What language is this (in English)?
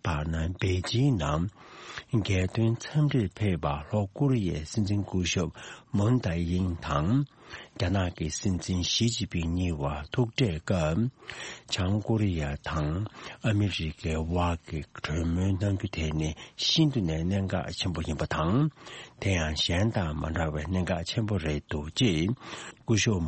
Tibetan